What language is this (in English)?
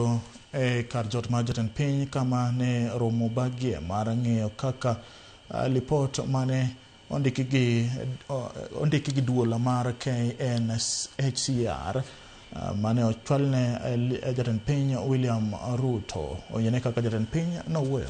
Luo (Kenya and Tanzania)